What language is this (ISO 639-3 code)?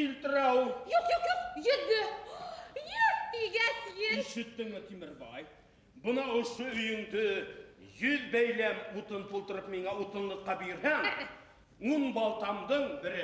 bak